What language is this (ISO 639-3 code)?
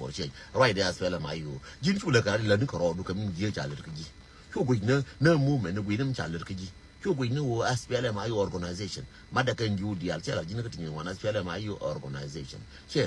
nus